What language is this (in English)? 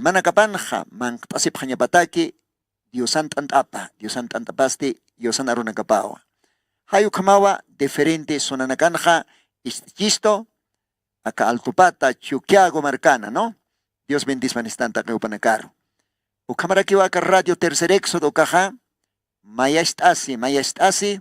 Aymara